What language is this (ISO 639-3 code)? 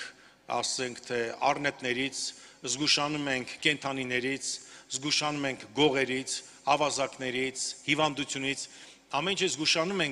hye